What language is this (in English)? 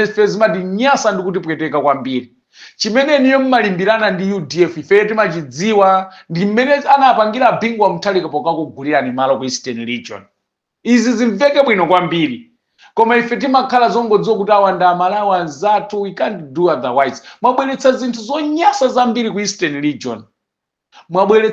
Nyanja